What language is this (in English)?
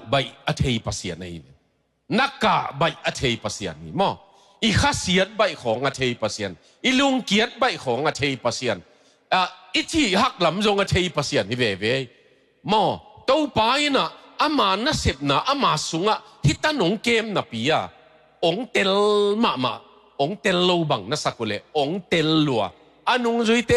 Tedim Chin